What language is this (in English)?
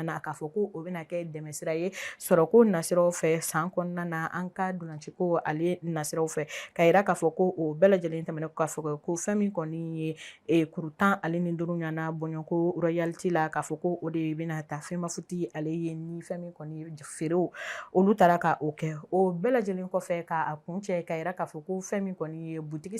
Bambara